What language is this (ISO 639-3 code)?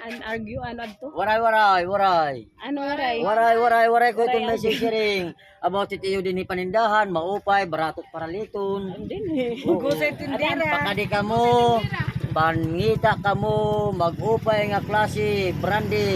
war